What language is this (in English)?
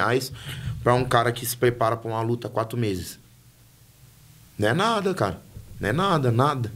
Portuguese